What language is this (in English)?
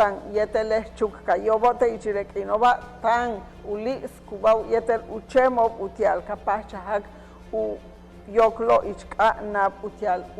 Yucateco